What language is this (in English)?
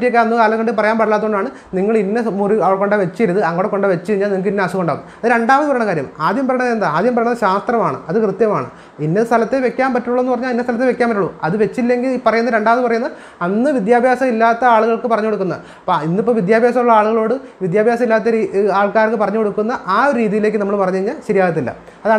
Malayalam